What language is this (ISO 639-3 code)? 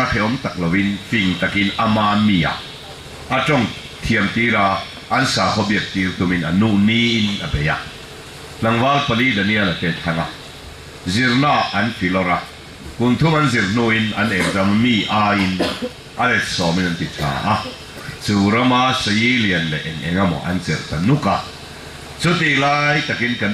cfm